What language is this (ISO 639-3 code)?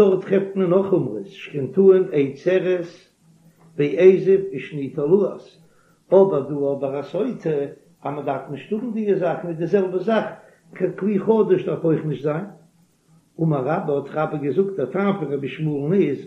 yid